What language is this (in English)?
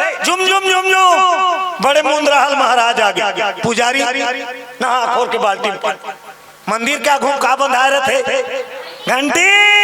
Chhattisgarhi